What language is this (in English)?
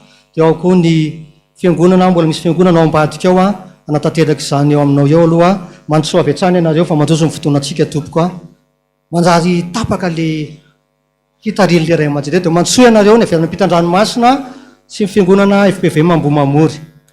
Malagasy